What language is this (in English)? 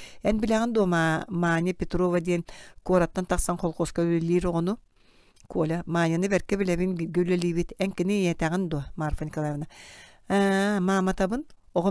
Yakut